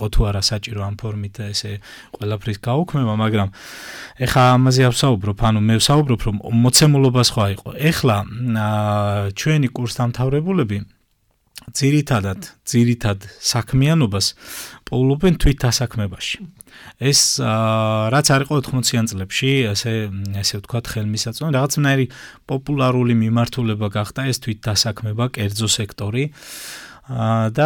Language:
Georgian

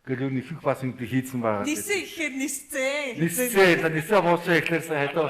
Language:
Mongolian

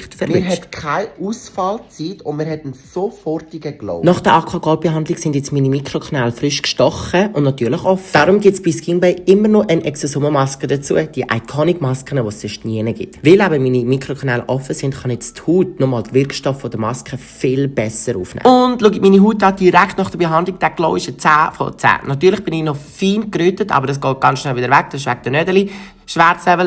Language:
Swiss German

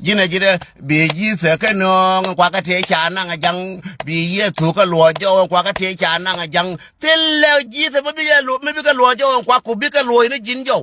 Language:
Nuer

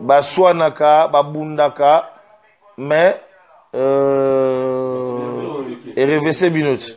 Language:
Lingala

